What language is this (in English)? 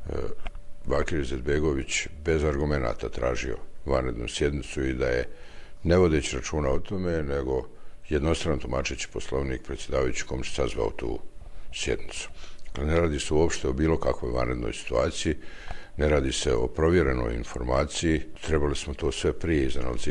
Bosnian